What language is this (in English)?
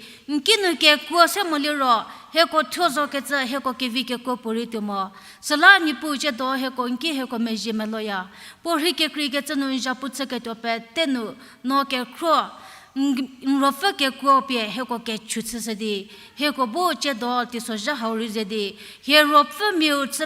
Angami Naga